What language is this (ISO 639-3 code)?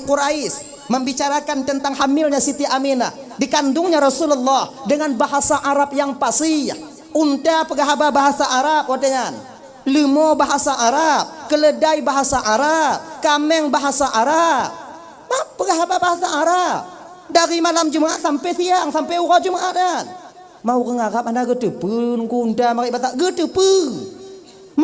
ace